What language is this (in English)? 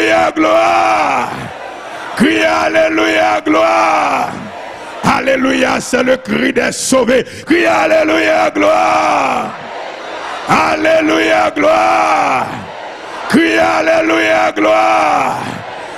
French